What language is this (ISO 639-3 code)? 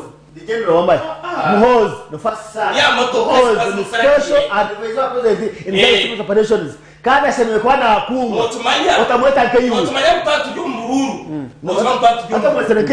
nyn